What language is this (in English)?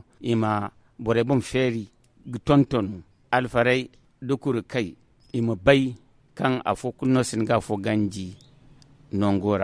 Zarma